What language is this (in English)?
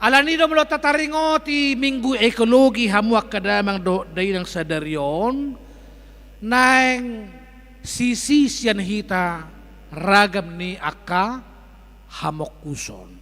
Batak Toba